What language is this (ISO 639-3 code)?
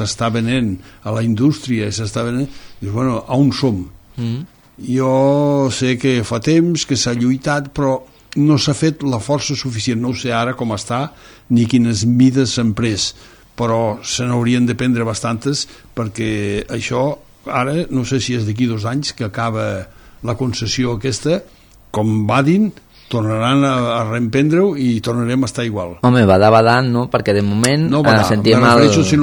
cat